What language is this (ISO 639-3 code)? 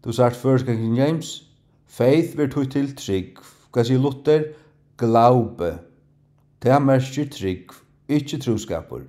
fao